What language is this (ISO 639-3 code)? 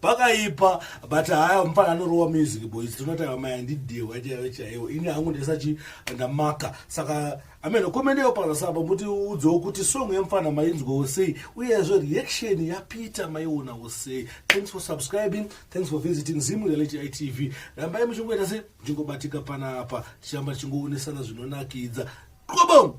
sna